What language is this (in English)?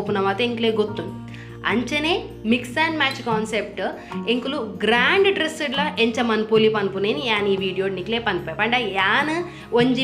Tulu